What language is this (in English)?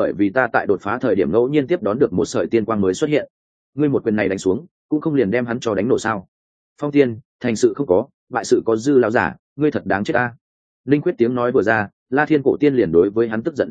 Vietnamese